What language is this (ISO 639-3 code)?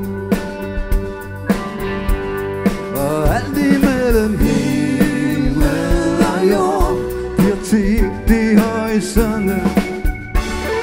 dan